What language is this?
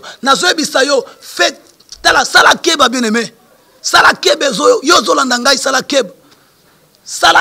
Lingala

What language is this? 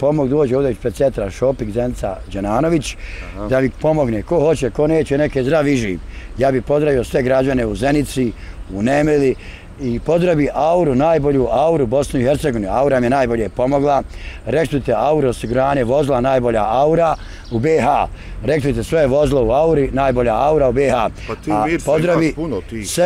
Bosnian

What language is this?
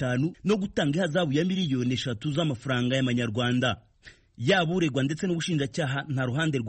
Kinyarwanda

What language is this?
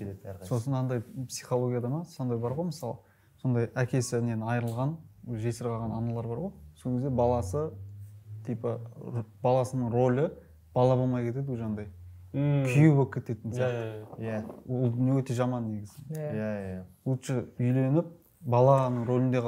Kazakh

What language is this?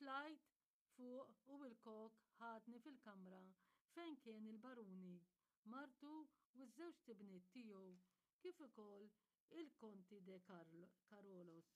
Maltese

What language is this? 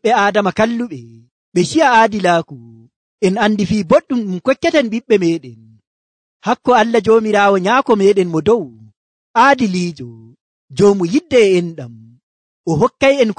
Nigerian Fulfulde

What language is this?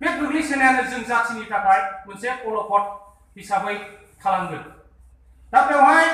Bodo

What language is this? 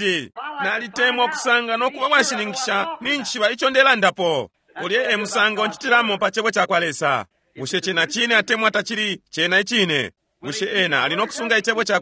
Bemba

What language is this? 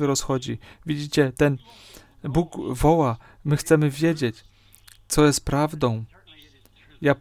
Polish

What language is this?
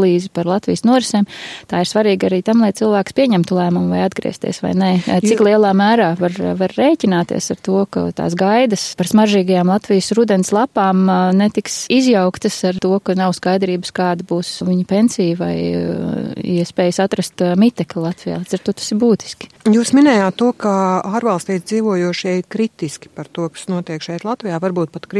Latvian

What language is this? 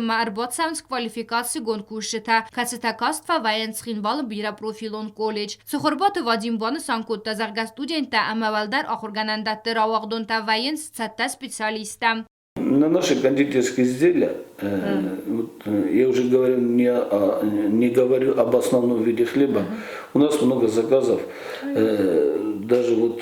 Ossetic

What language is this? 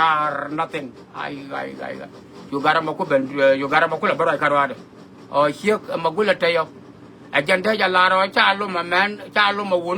Nuer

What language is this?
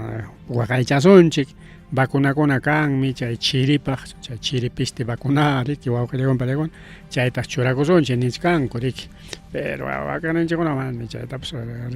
Ayacucho Quechua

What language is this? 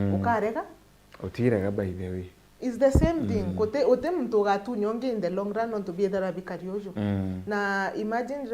Meru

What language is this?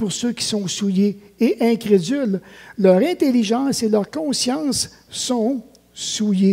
French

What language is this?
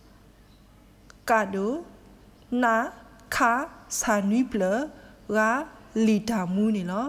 S'gaw Karen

